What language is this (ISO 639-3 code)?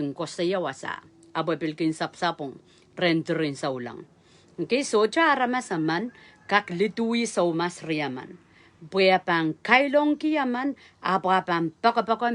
pon